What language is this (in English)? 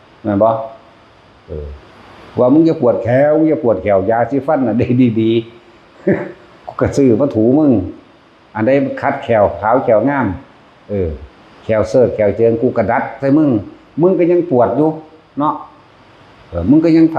Northeastern Thai